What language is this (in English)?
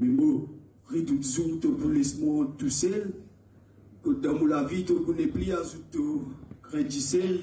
Morisyen